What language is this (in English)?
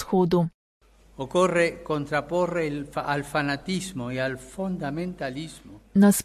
Slovenian